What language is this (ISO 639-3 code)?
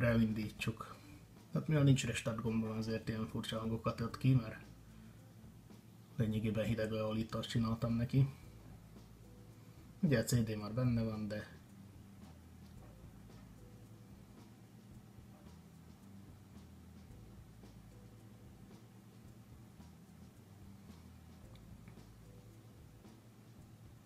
hun